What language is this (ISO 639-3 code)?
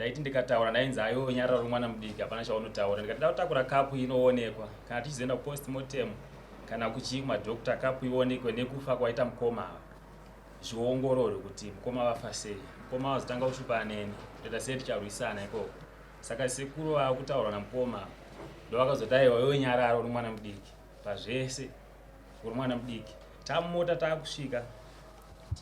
sna